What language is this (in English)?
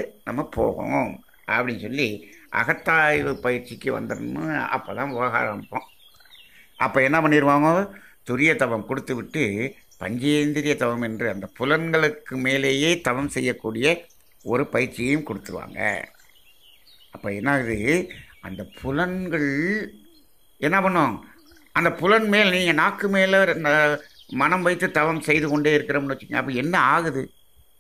Tamil